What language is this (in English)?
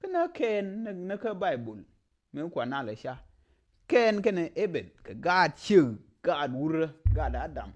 Nuer